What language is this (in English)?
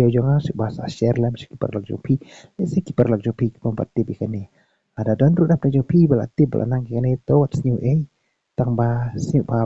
Khasi